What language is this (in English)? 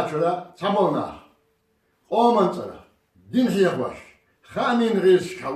Chechen